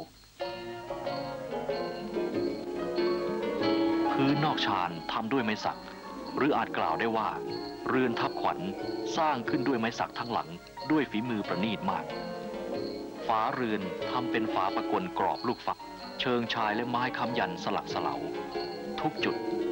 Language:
Thai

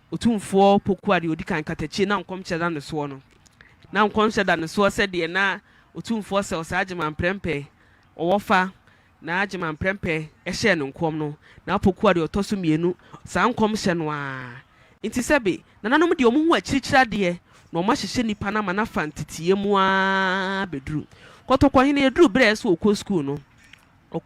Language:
Akan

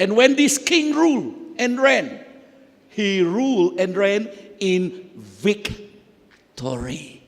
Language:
Iban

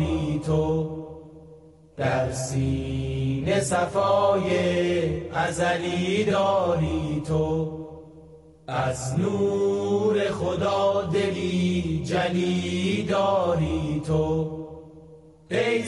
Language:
Persian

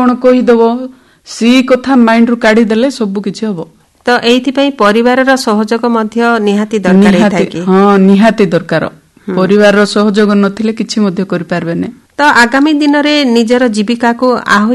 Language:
Odia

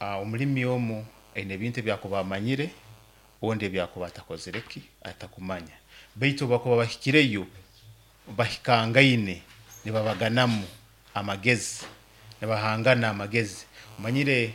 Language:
Nyoro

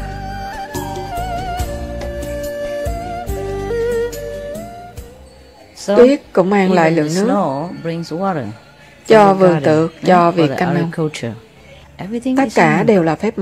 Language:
Vietnamese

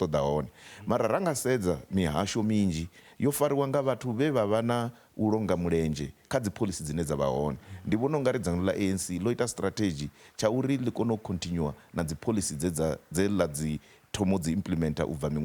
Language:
Venda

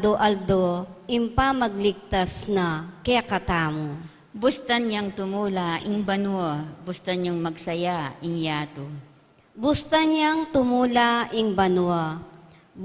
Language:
Pampanga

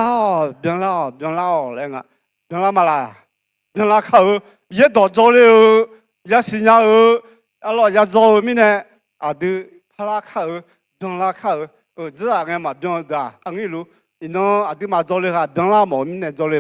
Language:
Akha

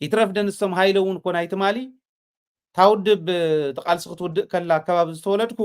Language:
Tigrinya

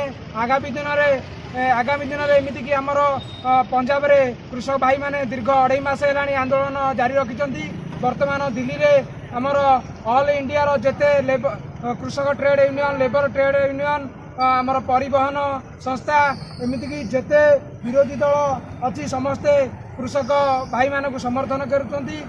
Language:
Odia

